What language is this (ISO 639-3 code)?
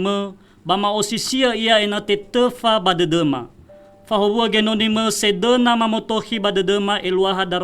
nia